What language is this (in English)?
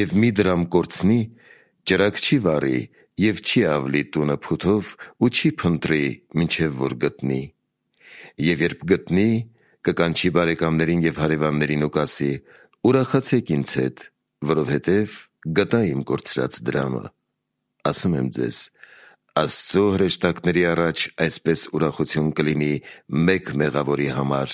Armenian